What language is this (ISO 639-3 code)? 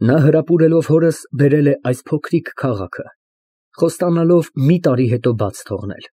hye